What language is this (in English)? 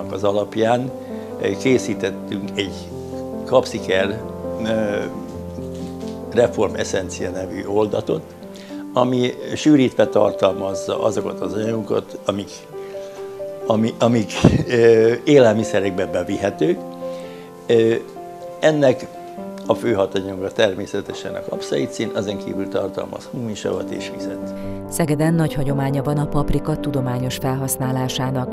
Hungarian